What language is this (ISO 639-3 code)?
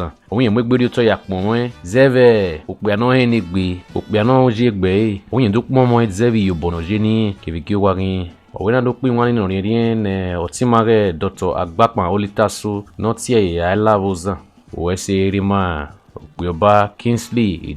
bin